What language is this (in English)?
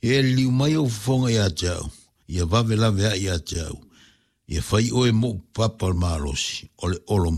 Samoan